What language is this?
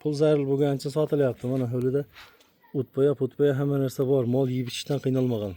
Uzbek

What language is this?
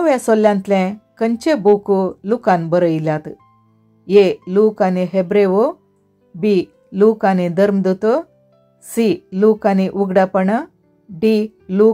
Konkani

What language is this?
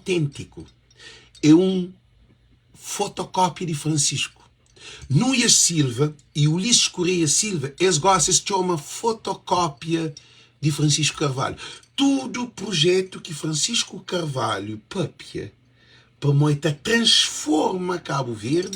Kabuverdianu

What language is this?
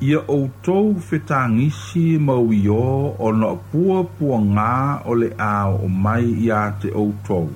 Samoan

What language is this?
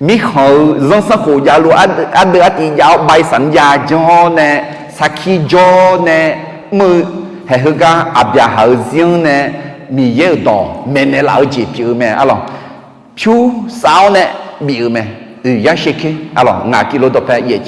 Akha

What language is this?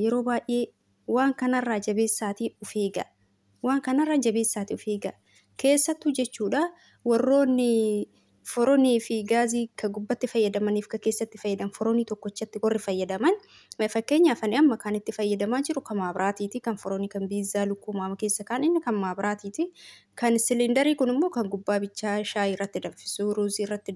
Oromo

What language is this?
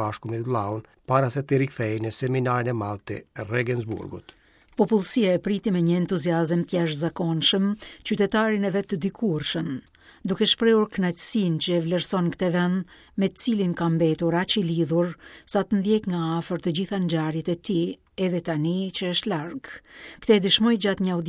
Albanian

